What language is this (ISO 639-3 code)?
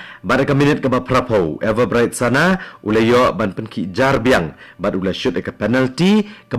kha